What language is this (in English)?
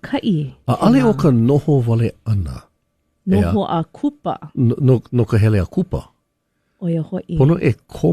Hawaiian